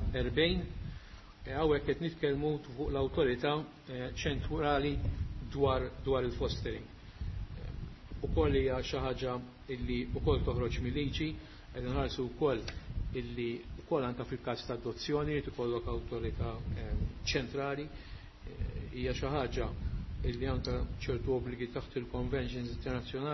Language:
Maltese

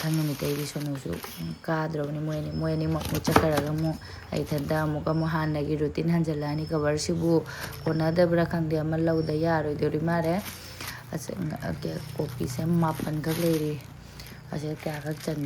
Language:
Manipuri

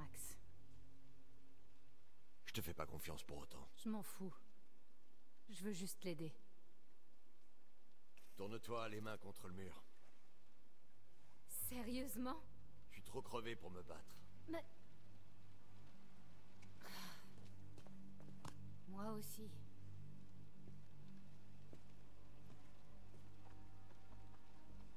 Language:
French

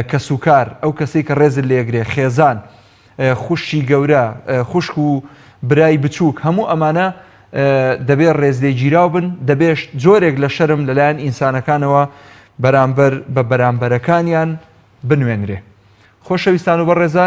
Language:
Central Kurdish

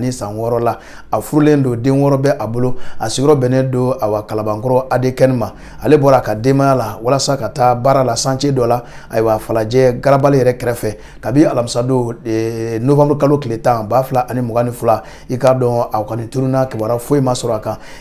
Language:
Bambara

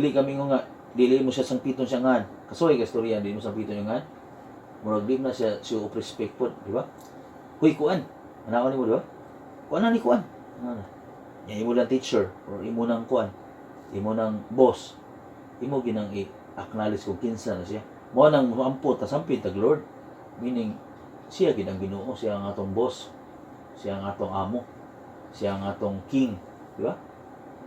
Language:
Cebuano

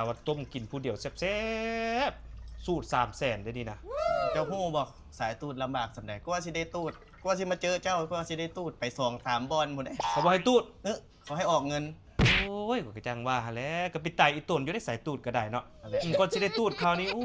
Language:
Lao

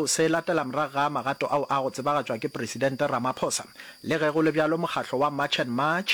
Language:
Northern Sotho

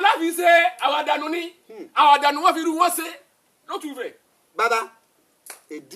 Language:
Yoruba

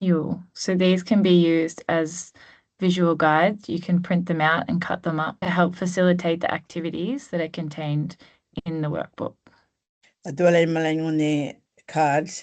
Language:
Gumatj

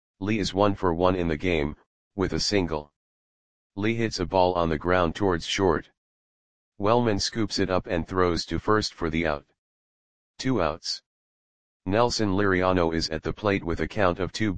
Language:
English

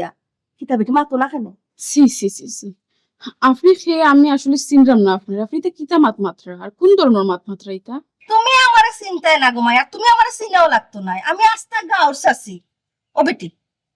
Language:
Sylheti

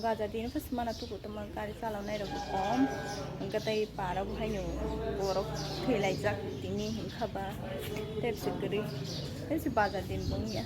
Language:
Kok Borok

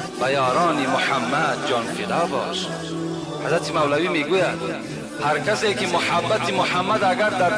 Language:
Tajik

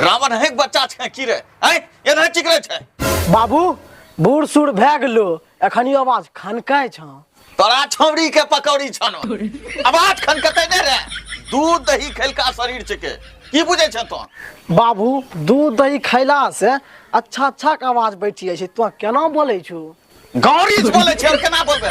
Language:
Maithili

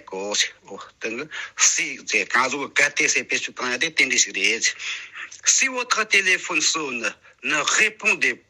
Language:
Tibetan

